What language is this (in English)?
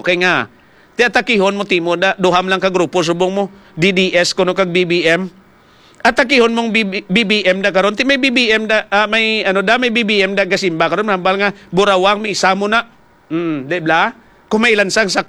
Hiligaynon